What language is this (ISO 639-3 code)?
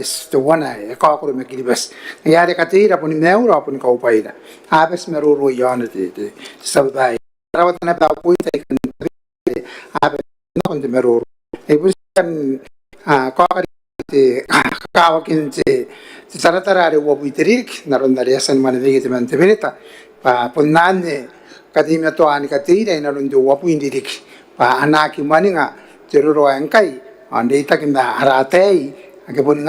gil